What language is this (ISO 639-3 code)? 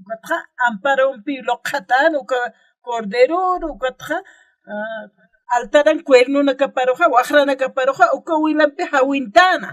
aym